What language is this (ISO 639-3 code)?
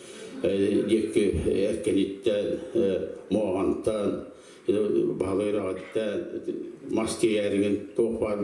sah